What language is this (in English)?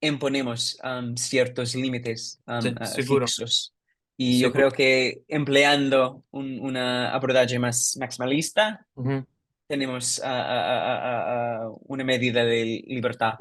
Ladino